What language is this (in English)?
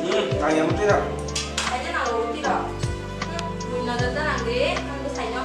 Kok Borok